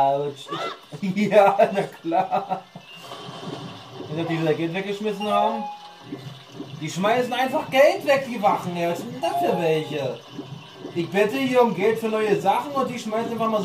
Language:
German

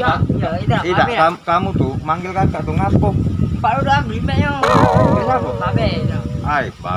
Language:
Musi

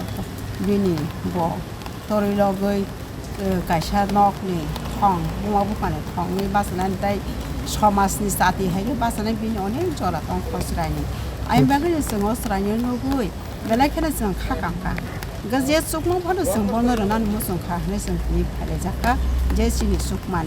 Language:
Kok Borok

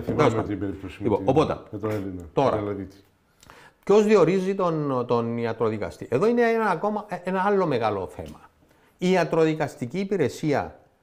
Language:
Greek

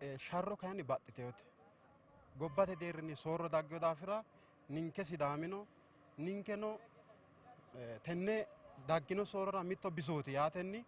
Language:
Sidamo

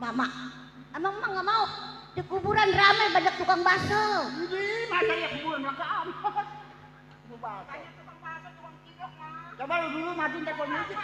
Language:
Betawi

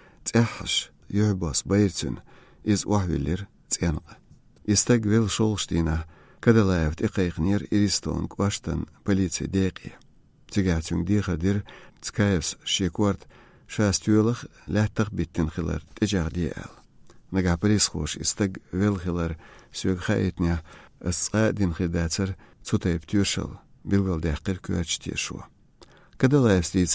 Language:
Chechen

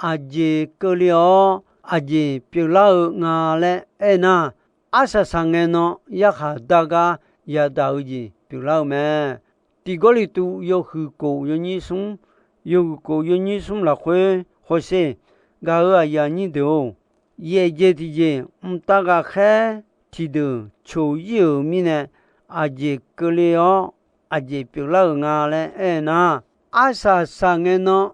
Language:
Akha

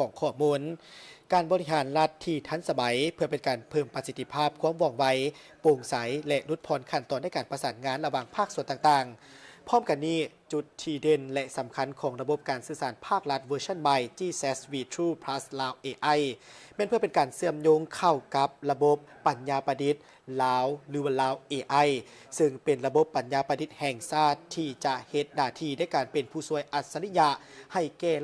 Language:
Lao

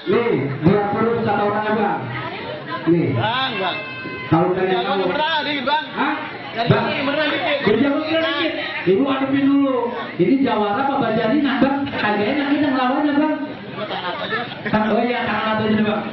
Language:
Betawi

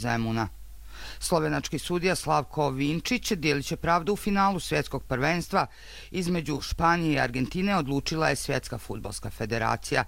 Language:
Croatian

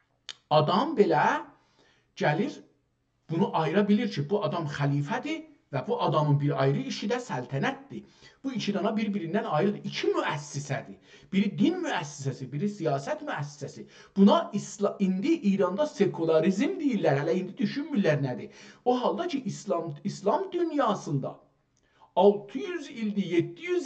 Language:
South Azerbaijani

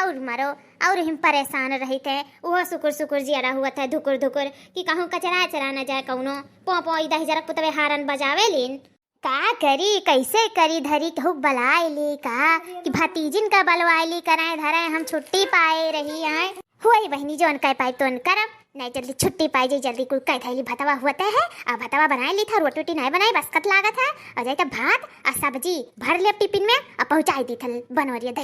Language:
Awadhi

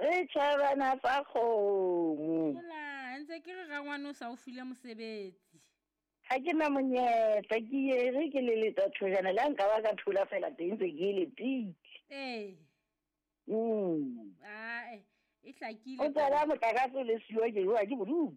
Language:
Southern Sotho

